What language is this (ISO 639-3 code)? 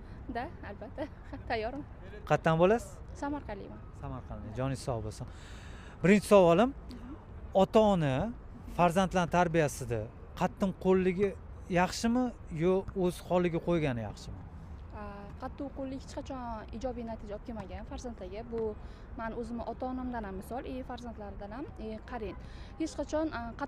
uzb